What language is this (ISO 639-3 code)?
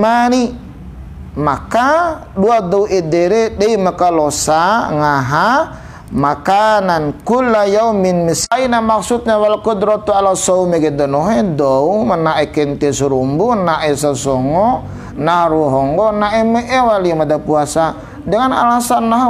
bhp